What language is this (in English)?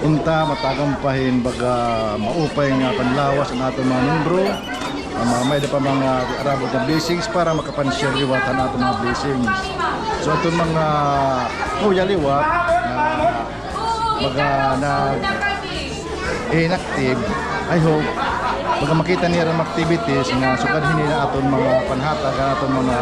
Waray